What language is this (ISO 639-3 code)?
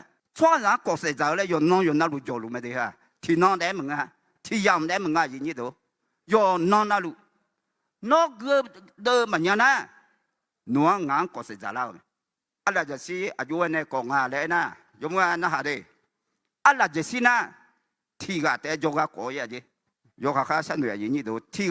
ahk